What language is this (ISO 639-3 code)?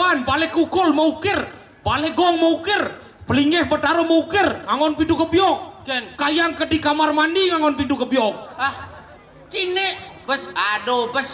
ban